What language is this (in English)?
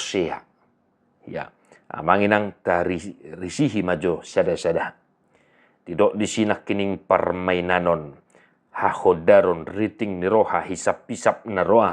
Batak Toba